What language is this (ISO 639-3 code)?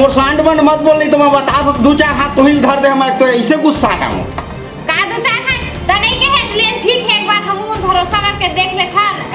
hne